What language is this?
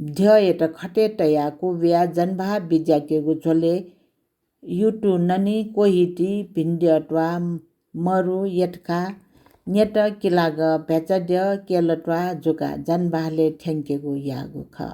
Newari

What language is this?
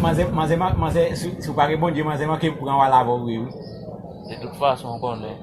Haitian Creole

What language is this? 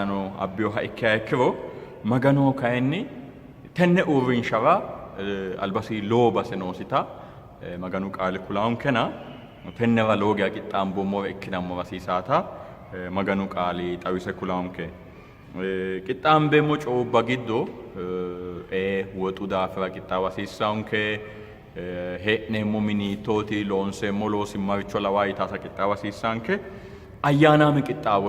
Sidamo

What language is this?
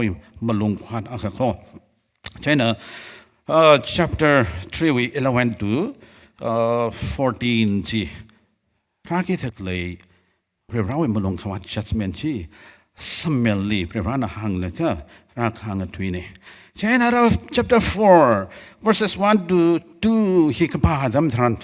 Tangkhul Naga (India)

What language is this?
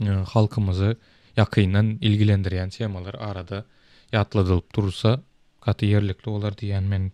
Turkmen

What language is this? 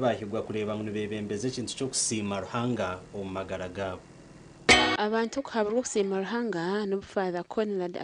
Nyankole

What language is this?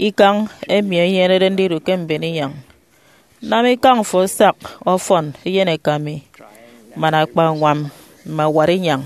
Efik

